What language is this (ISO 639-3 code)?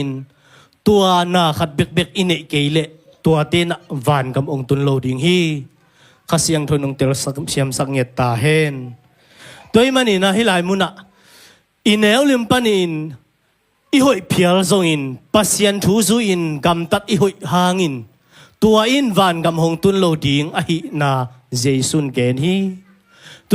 ctd